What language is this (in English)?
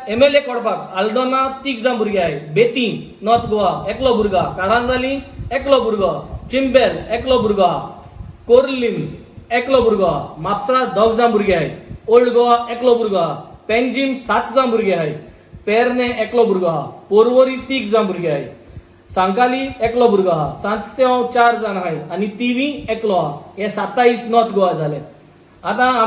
Konkani